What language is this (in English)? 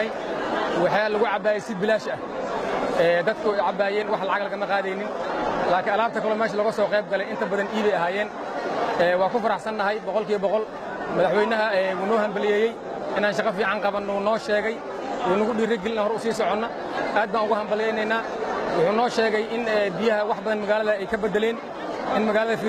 Somali